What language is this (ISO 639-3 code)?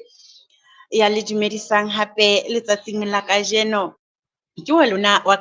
sot